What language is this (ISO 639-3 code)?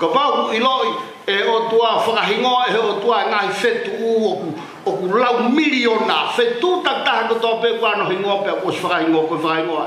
ton